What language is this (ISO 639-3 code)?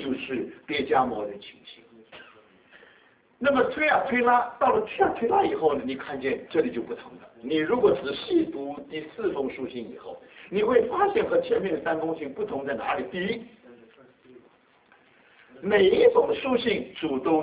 zho